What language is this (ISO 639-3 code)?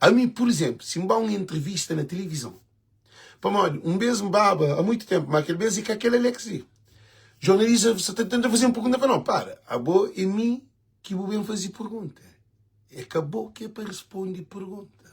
kea